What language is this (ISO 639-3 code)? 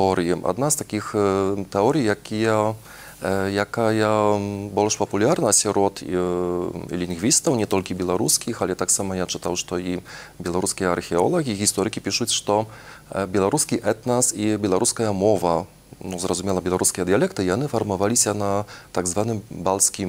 bel